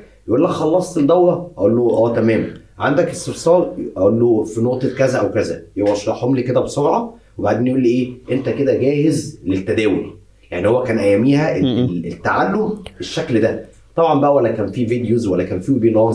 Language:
Egyptian Arabic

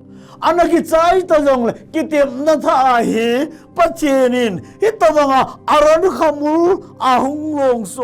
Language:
Thado Chin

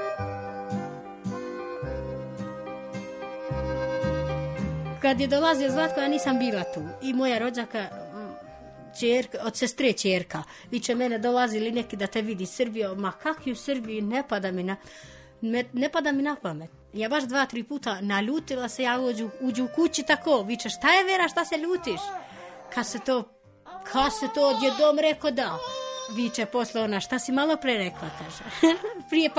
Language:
Serbian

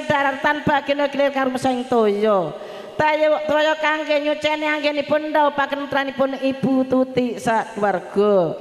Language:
Javanese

